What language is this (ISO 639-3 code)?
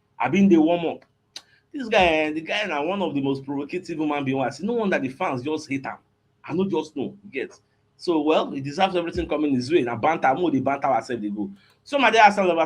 pcm